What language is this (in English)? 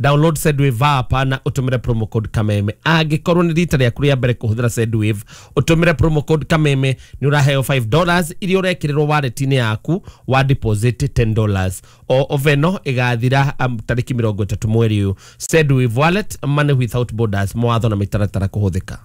Kikuyu